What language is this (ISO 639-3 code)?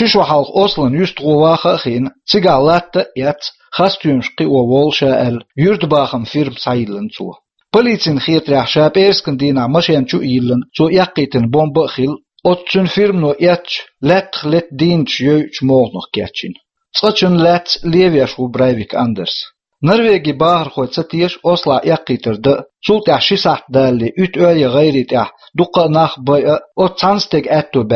che